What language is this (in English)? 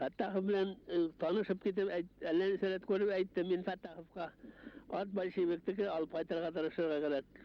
Bashkir